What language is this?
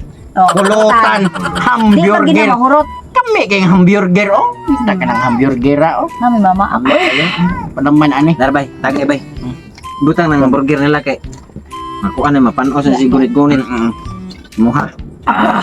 Cebuano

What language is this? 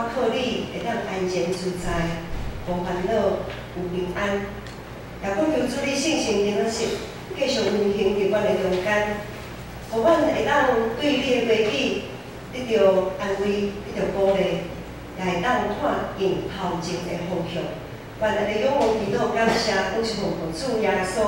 Min Nan Chinese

